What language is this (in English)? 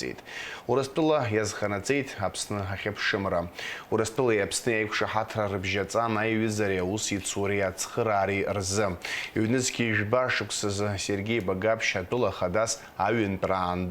Abkhazian